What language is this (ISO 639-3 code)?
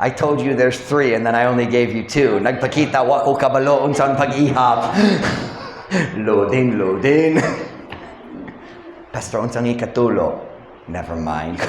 ceb